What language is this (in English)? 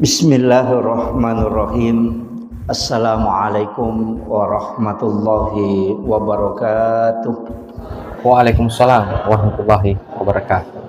Buginese